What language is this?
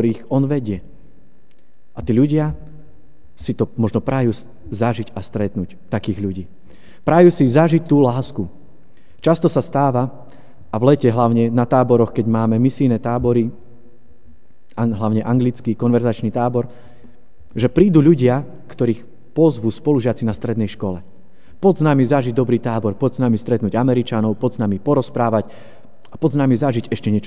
Slovak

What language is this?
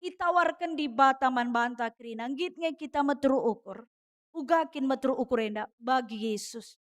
Batak Karo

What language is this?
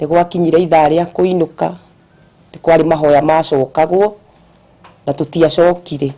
Kikuyu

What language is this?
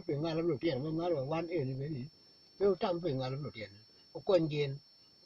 Acoli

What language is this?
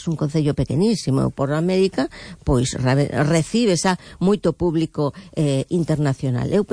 Galician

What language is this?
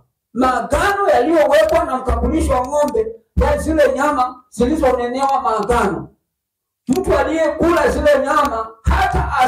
Swahili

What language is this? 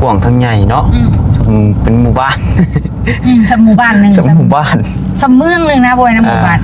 Northeastern Thai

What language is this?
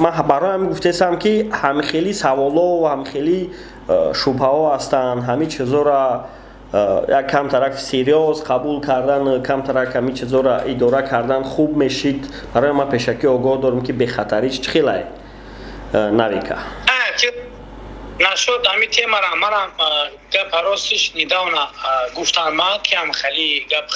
Tajik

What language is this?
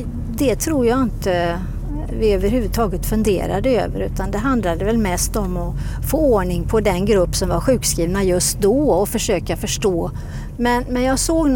Swedish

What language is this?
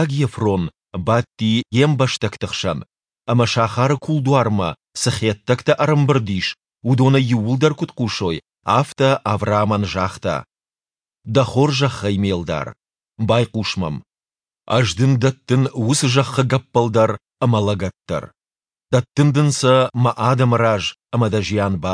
Ossetic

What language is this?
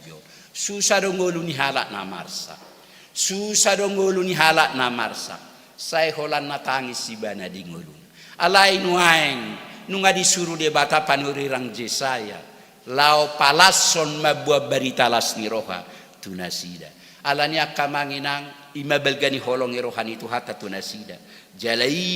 Batak Toba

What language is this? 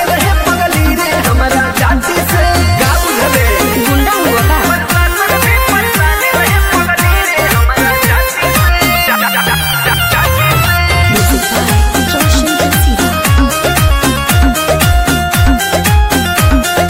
Bhojpuri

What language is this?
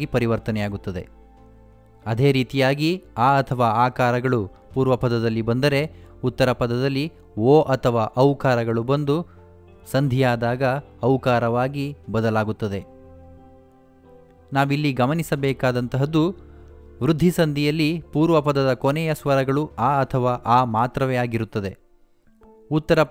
Kannada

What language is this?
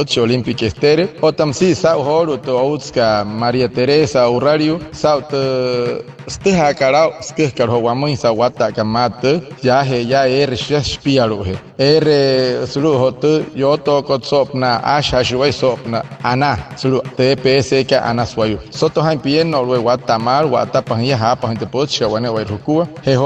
Wayuu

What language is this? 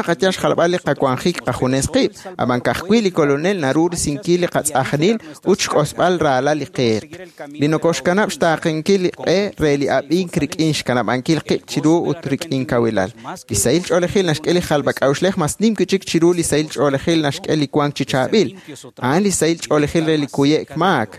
Kekchí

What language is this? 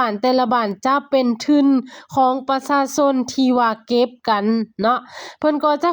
Lao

